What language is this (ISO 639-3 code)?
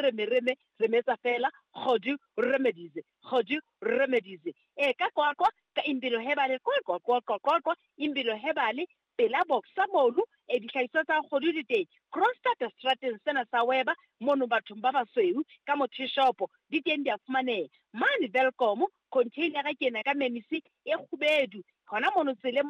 sot